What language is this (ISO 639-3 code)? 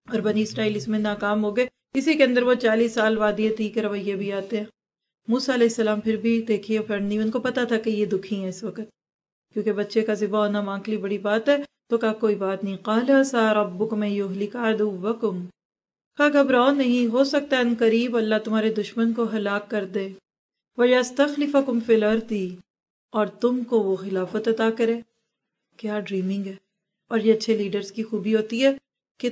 urd